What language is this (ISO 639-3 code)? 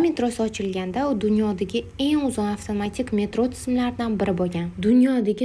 uzb